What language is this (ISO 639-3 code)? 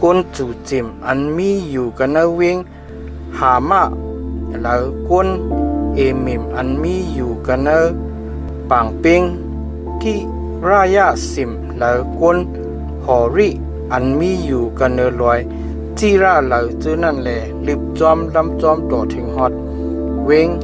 shn